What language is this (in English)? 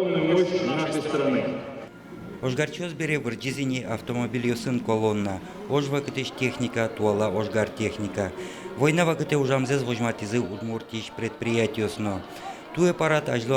Udmurt